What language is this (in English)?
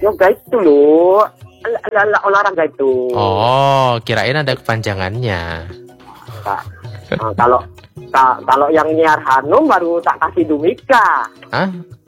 Indonesian